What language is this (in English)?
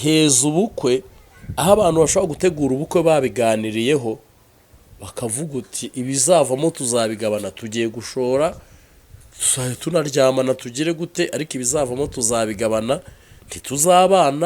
Kinyarwanda